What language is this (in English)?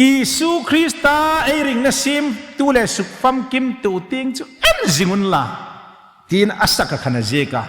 Hmar